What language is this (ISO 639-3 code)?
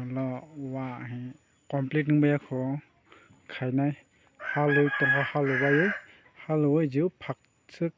trp